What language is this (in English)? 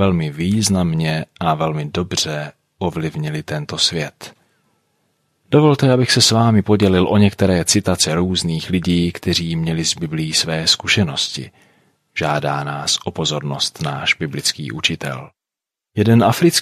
Czech